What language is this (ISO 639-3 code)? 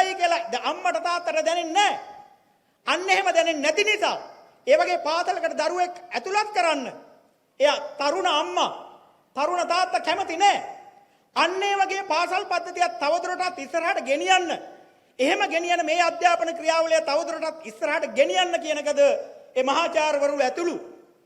sin